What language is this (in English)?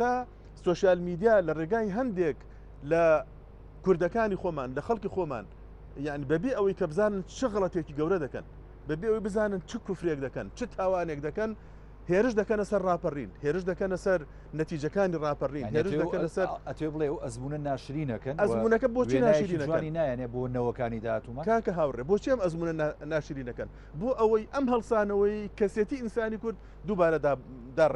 Central Kurdish